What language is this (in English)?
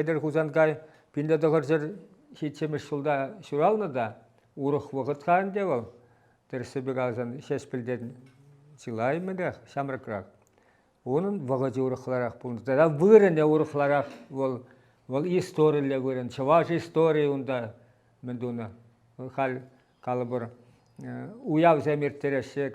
Chuvash